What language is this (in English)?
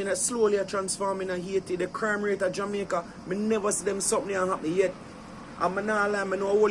Jamaican Creole English